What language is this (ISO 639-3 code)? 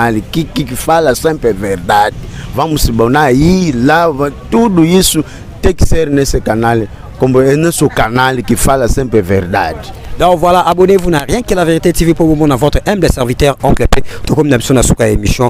lin